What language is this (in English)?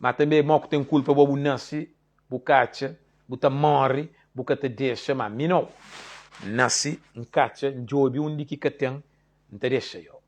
Kabuverdianu